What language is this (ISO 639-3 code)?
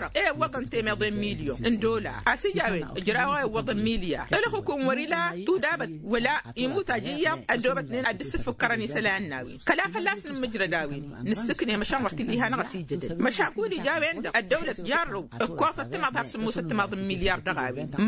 taq